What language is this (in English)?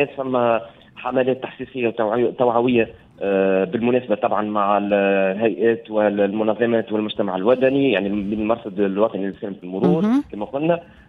Tunisian Arabic